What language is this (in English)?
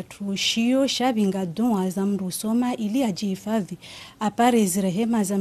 Ngazidja Comorian